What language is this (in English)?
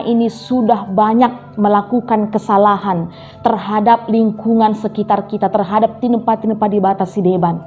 Batak Karo